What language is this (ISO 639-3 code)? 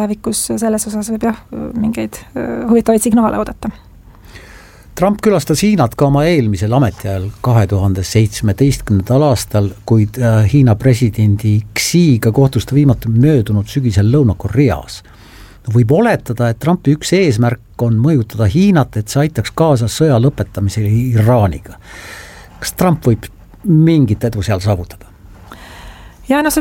est